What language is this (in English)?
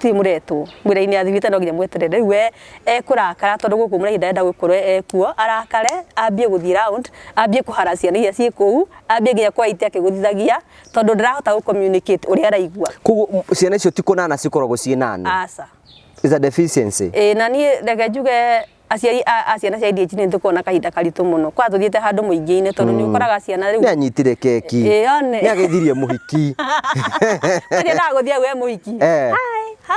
Kikuyu